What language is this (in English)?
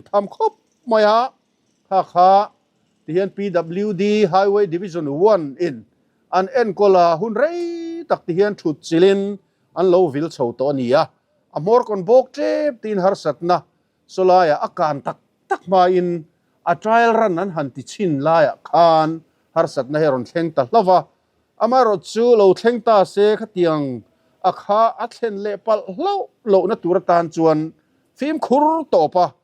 Mizo